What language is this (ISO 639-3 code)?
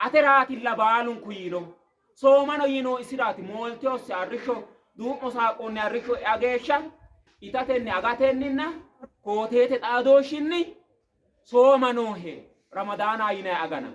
sid